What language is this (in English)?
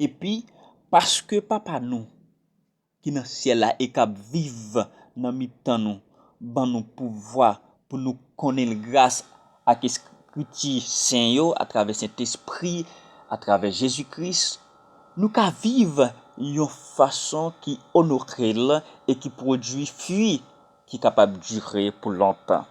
Haitian Creole